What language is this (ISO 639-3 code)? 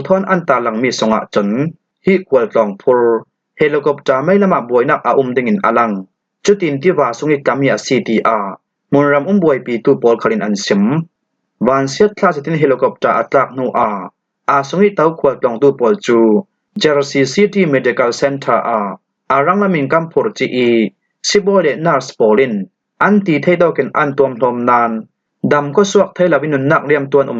cfm